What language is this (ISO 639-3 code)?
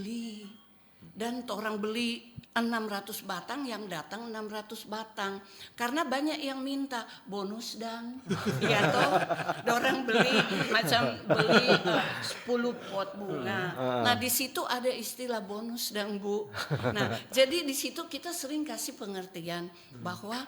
xmm